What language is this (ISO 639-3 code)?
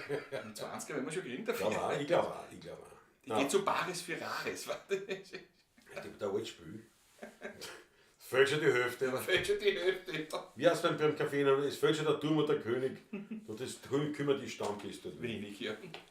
bar